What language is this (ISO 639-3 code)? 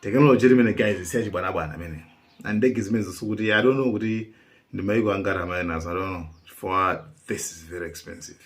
nya